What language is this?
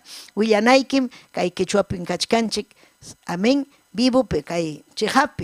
Ayacucho Quechua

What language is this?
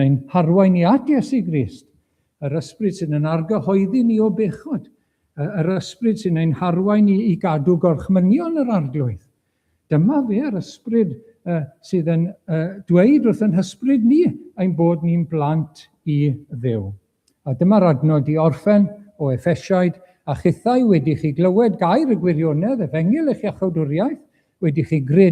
Welsh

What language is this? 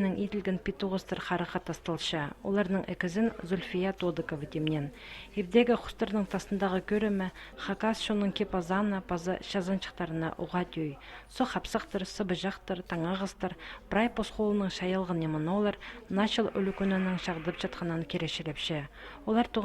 Khakas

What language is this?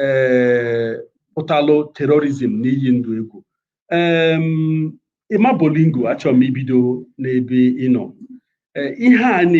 Igbo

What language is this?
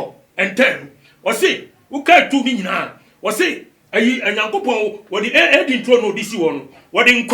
Akan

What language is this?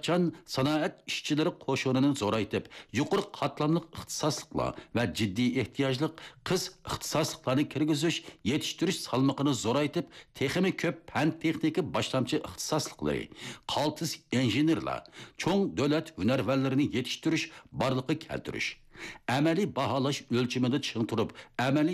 Uyghur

